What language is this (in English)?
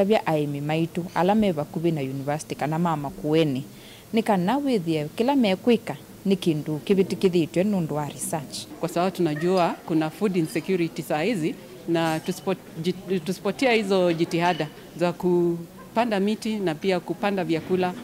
Kamba